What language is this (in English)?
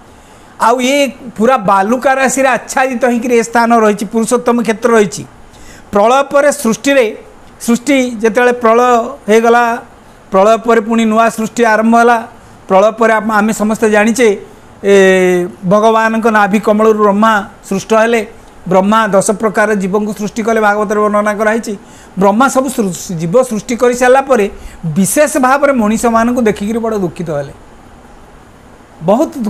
Odia